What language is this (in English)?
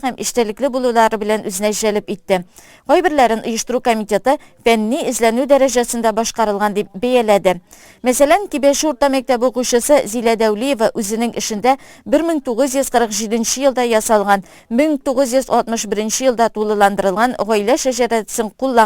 Tatar